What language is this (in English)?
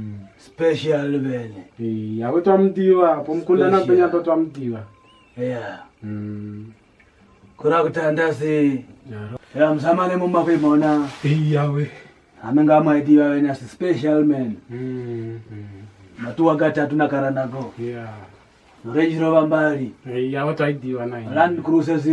Kwangali